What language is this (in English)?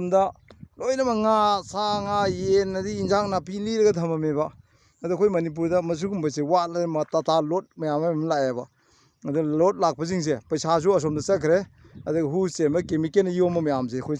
Manipuri